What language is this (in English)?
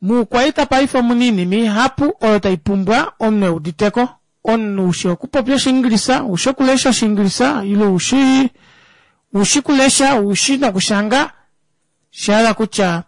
Kuanyama